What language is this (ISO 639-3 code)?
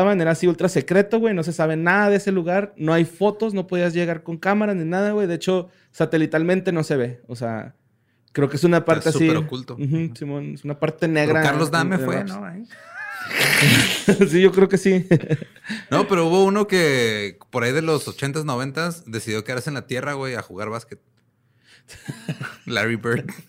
spa